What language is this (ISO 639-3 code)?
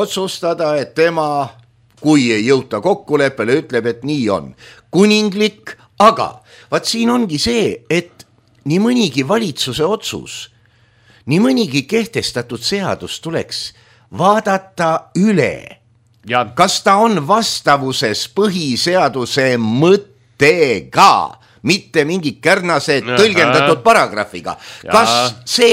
est